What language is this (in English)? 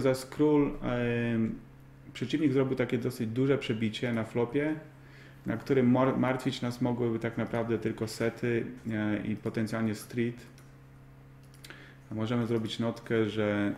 Polish